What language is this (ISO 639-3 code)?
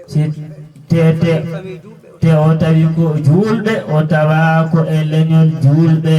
ful